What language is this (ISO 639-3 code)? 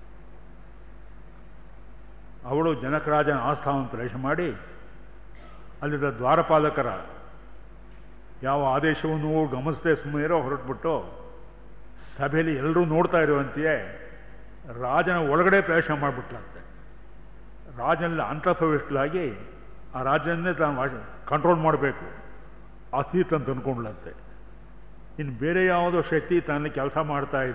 kan